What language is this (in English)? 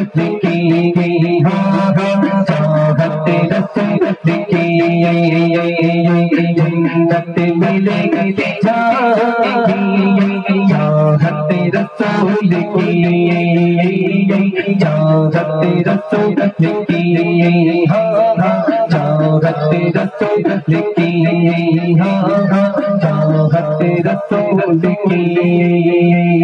Urdu